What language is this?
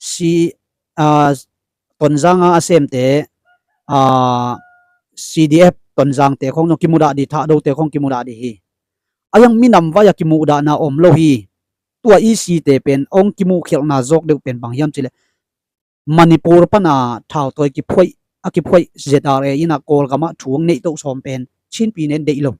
Tedim Chin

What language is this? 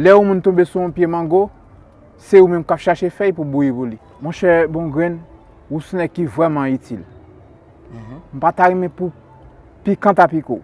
Haitian Creole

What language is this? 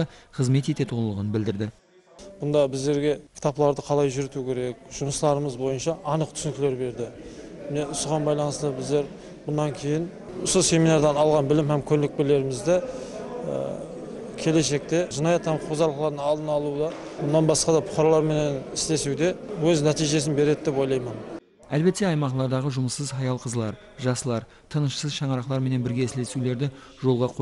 Kara-Kalpak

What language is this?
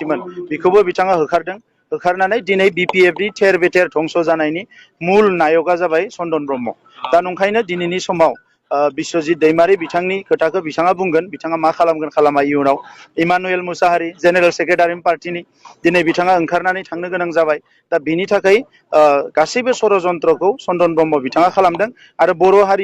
Bodo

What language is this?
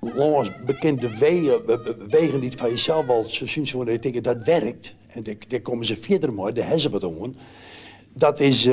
Western Frisian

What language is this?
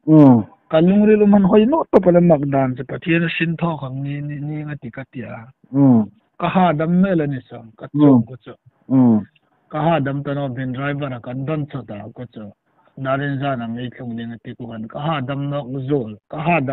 Hmar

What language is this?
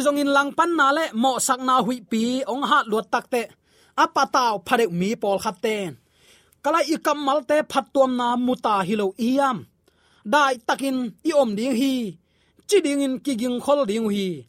Tedim Chin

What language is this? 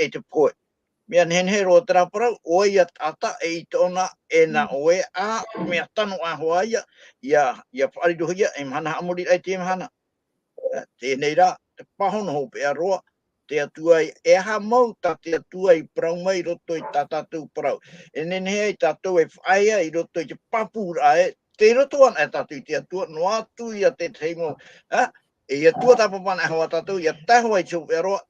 Tahitian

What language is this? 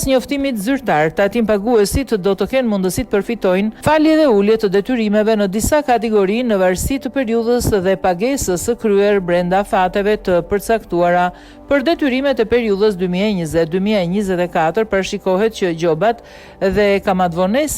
Albanian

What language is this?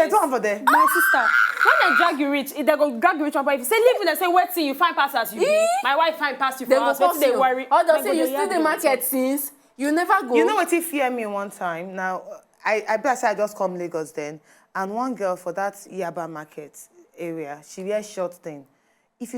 Nigerian Pidgin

